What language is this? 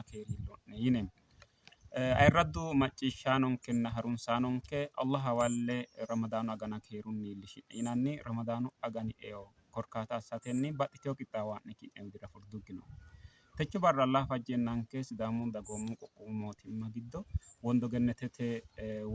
Sidamo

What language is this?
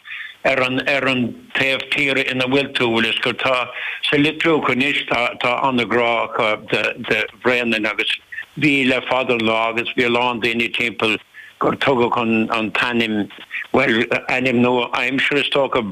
Irish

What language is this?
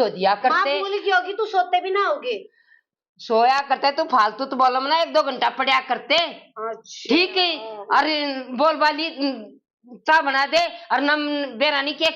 Haryanvi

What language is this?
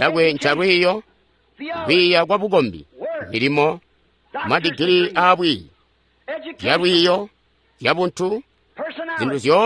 Tonga (Zambia)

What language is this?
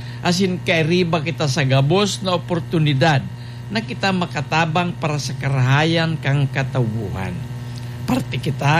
Bikol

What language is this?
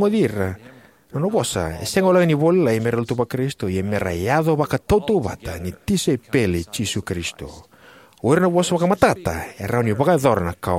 Fijian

